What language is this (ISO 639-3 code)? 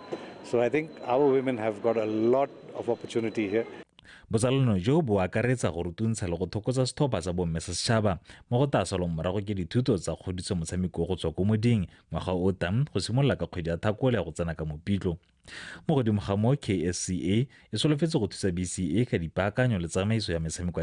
tsn